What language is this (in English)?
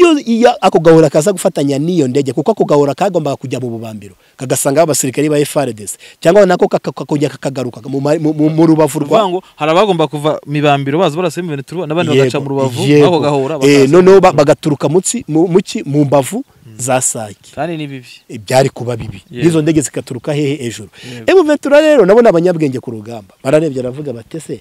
Kinyarwanda